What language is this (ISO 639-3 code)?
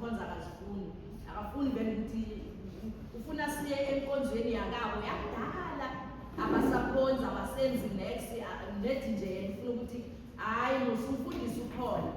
zul